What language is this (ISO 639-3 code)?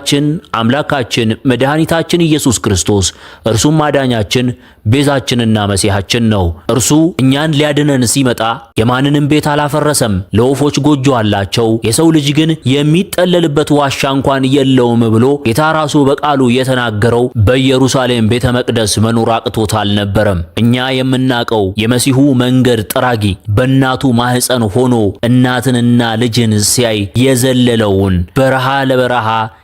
amh